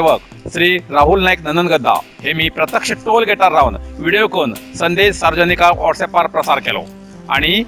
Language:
Konkani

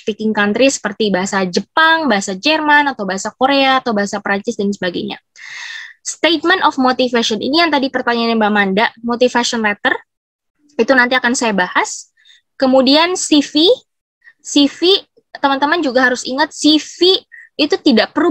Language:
Indonesian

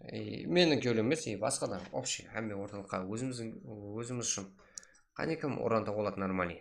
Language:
Kara-Kalpak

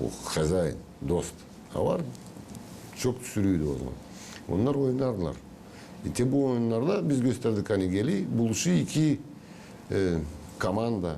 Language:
Gagauz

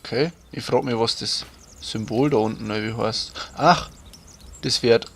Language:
Bavarian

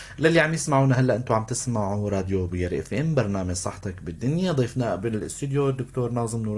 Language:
North Levantine Arabic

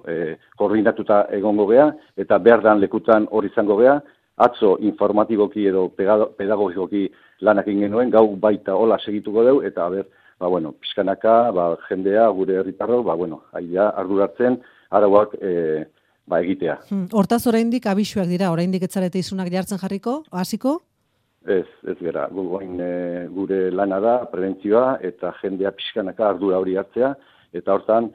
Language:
Basque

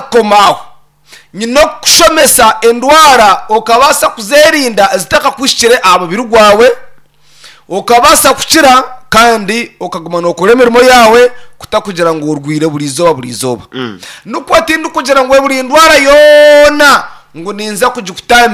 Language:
Nyankole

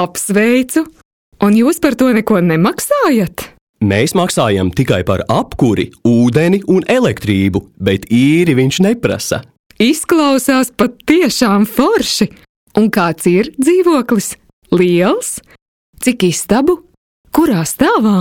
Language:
Latvian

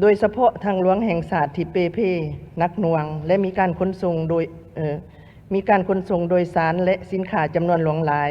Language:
Lao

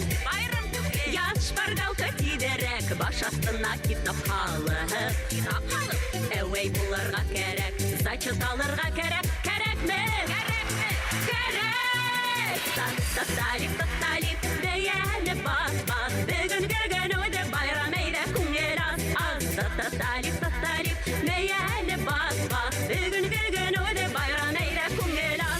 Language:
Bashkir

